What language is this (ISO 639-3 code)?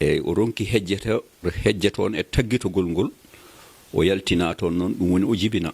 ful